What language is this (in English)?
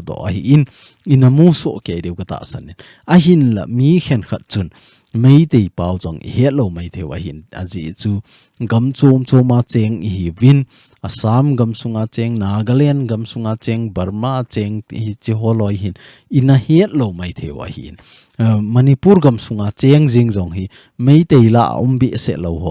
Thado Chin